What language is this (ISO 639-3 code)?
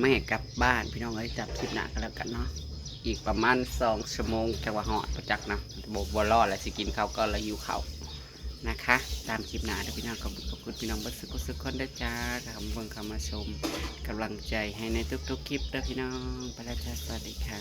tts